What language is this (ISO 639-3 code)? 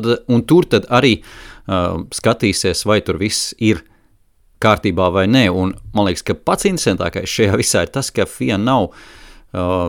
lav